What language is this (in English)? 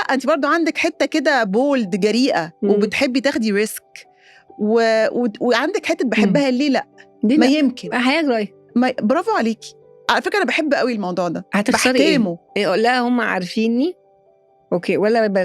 Egyptian Arabic